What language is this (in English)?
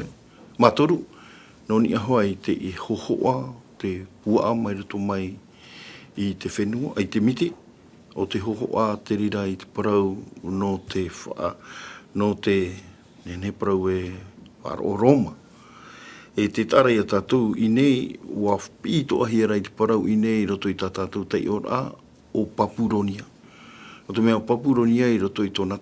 Tahitian